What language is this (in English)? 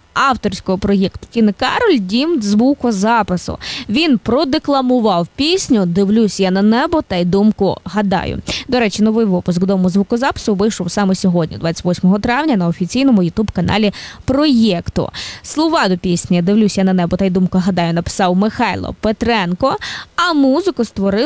Ukrainian